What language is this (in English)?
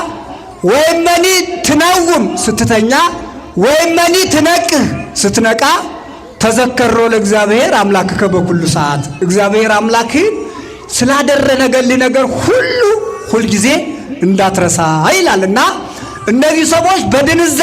Amharic